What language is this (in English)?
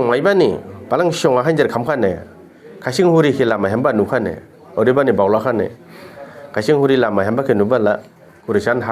Dimasa